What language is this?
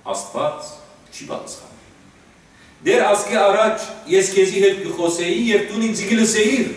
Western Armenian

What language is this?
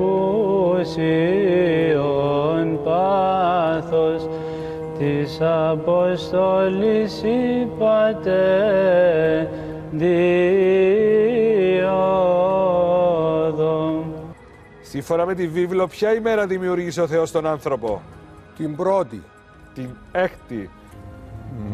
Greek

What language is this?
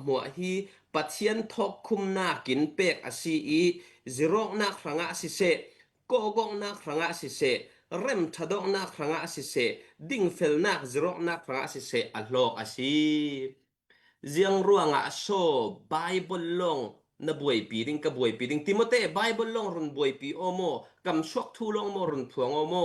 Falam Chin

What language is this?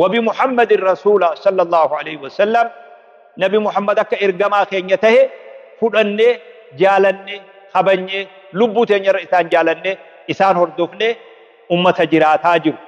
Oromo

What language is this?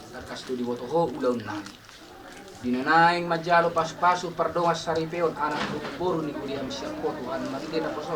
Batak Toba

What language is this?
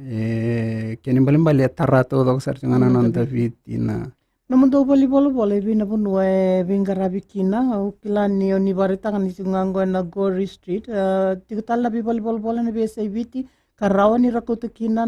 Fijian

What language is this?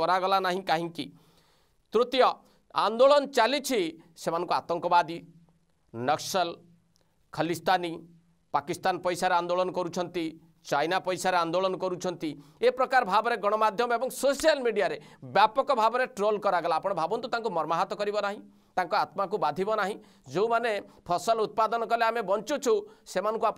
Odia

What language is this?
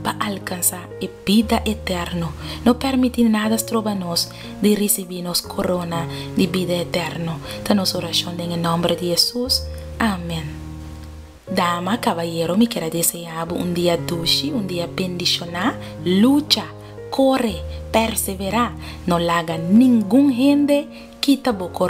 Papiamento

